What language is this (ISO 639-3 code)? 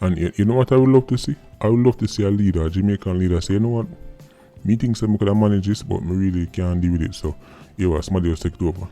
jam